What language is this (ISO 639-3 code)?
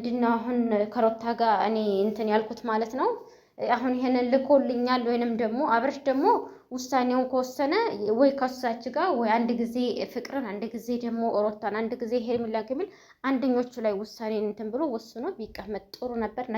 amh